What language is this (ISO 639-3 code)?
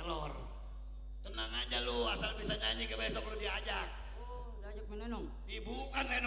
bew